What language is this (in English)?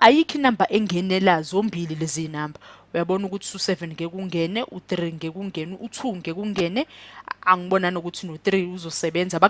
Zulu